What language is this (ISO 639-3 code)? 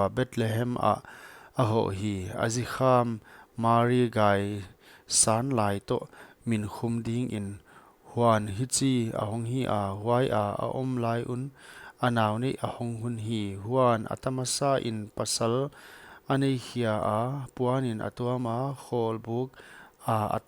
pck